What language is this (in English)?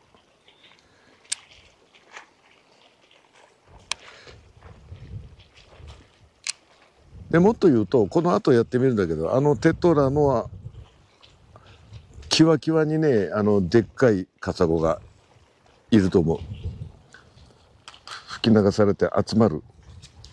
Japanese